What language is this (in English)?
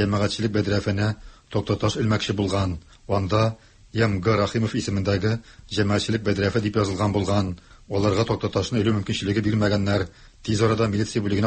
Tatar